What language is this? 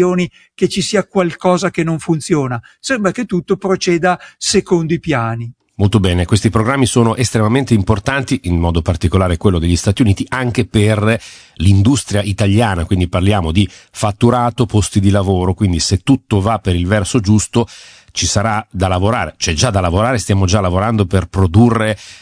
Italian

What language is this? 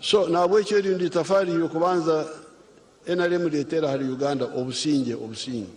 Nyankole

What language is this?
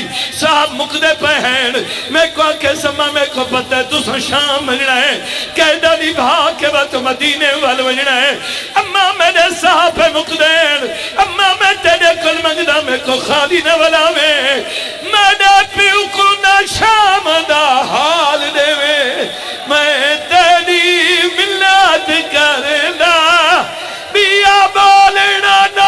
Saraiki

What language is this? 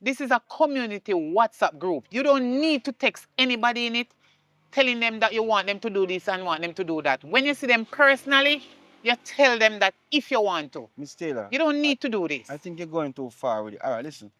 Jamaican Creole English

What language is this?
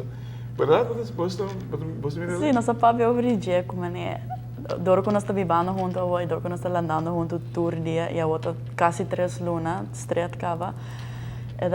Papiamento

